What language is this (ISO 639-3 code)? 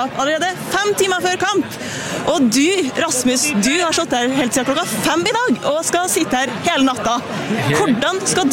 nor